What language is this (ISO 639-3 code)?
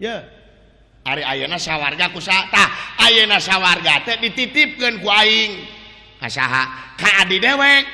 sun